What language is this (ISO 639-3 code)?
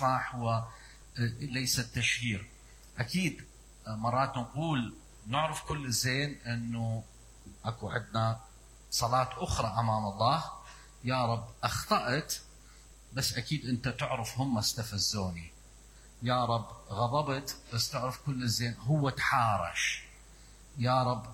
acm